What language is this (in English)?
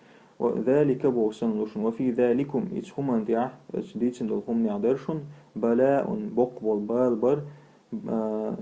Chechen